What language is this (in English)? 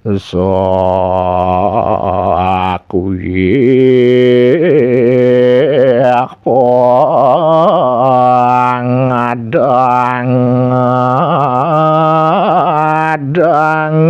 Balinese